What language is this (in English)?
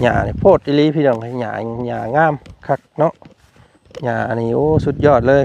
Lao